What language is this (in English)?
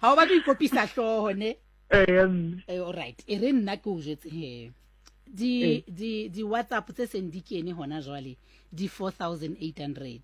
Southern Sotho